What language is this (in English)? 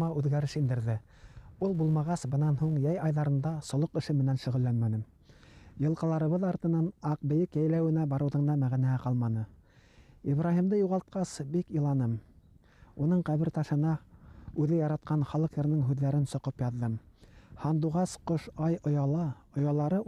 Bashkir